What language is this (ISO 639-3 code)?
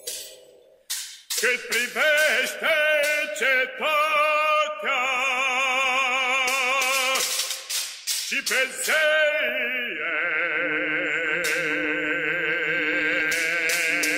ron